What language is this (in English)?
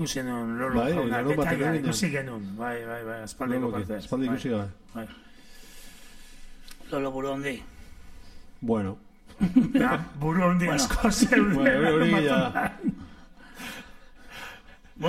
Basque